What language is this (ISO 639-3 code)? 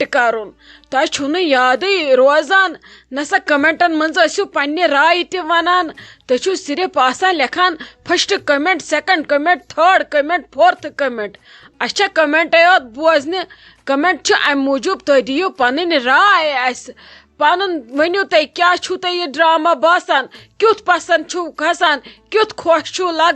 kas